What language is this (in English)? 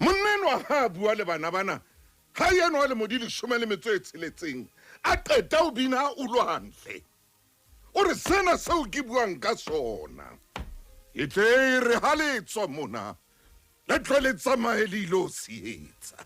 Southern Sotho